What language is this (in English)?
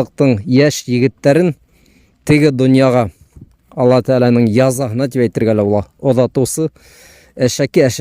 Bashkir